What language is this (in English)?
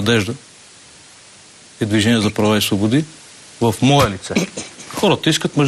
Bulgarian